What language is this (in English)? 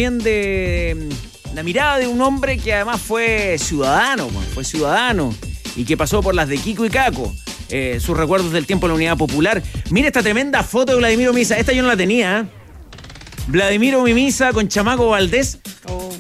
Spanish